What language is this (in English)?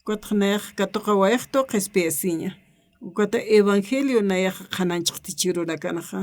Aymara